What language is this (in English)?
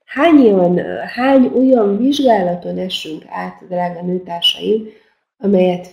Hungarian